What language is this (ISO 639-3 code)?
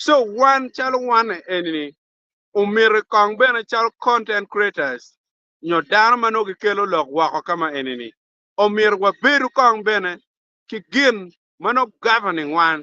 ach